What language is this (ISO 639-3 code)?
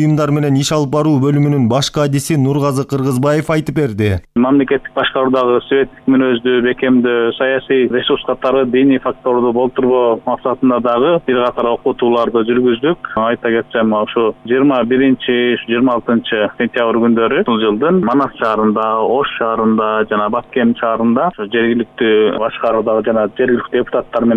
kir